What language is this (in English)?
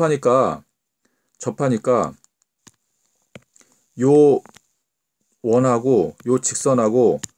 Korean